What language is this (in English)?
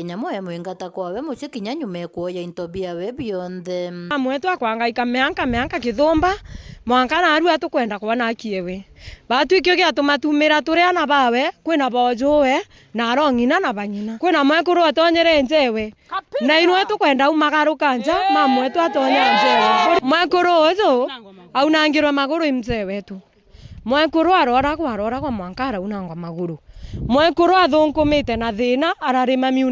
Meru